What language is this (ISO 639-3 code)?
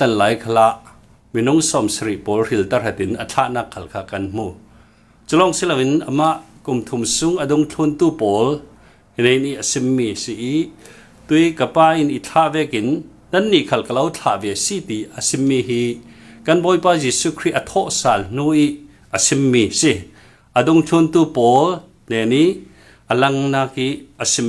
cfm